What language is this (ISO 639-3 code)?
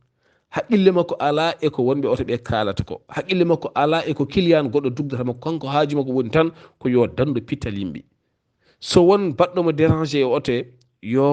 ful